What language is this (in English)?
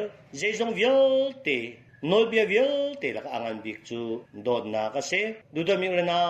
Hakha Chin